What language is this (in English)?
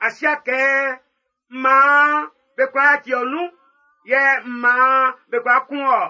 Baoulé